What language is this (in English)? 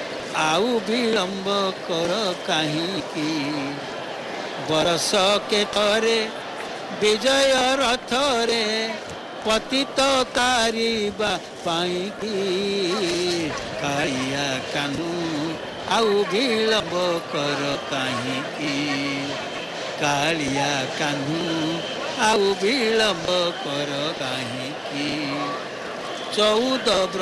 Odia